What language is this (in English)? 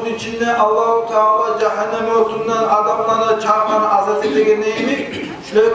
Kumyk